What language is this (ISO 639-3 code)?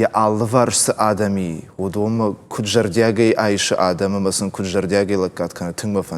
oss